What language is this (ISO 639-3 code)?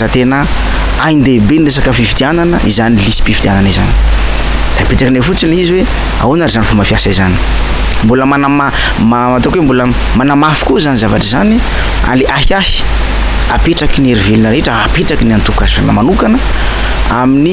mlg